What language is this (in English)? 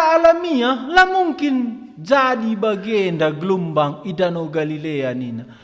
Batak Karo